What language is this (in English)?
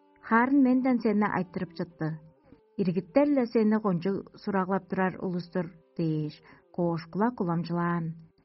Tuvinian